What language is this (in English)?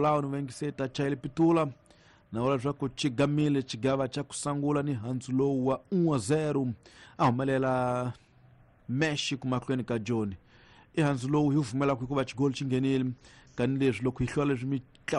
Tsonga